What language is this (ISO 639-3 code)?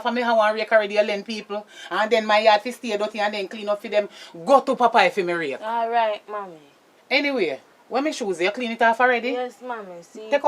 jam